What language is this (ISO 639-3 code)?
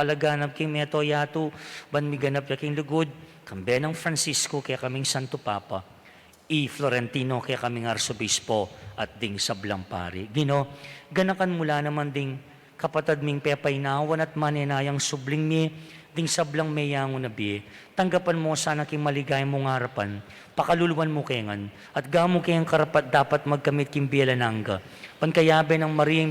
pam